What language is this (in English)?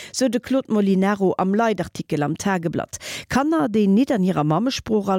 Luxembourgish